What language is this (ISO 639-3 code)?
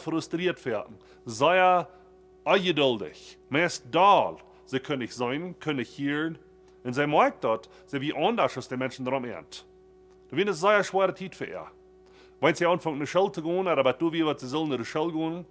pdt